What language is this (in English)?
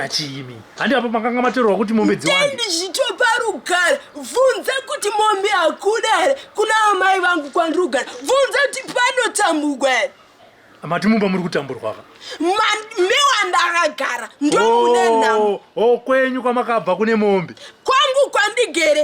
Shona